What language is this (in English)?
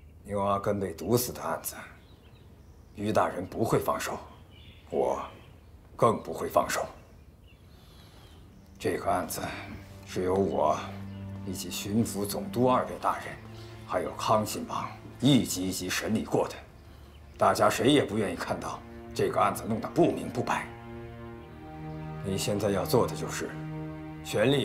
Chinese